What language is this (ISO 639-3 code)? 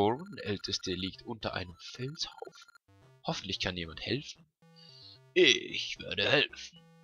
gsw